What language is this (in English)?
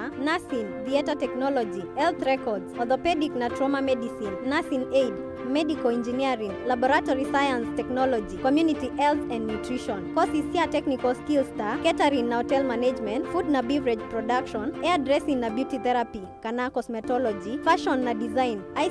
Kamba